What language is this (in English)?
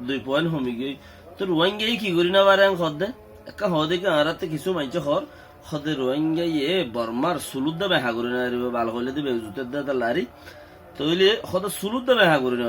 Rohingya